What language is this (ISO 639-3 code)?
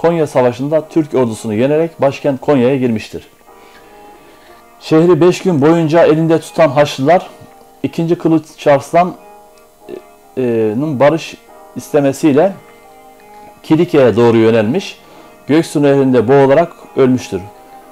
tur